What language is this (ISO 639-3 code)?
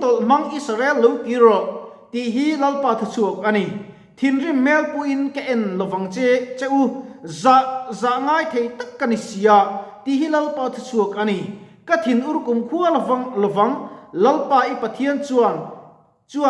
lus